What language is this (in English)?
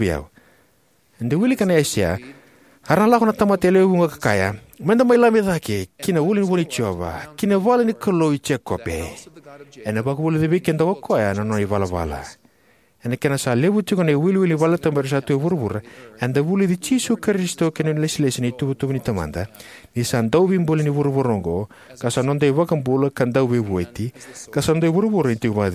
Fijian